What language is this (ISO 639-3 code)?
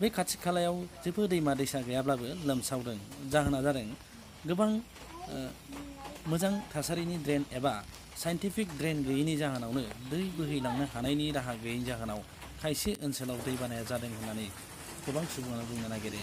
brx